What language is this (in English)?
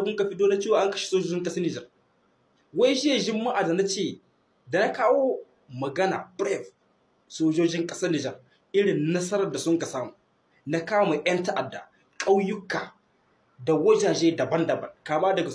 Hausa